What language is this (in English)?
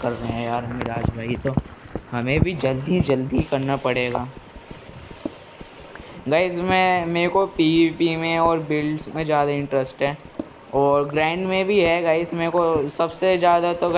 Hindi